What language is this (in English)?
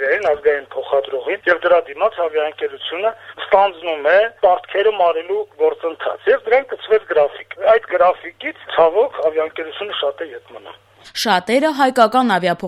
Armenian